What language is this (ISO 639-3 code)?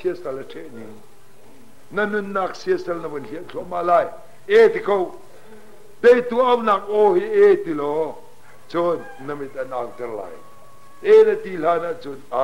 cnh